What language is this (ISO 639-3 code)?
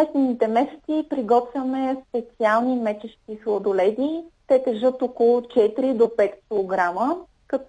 bul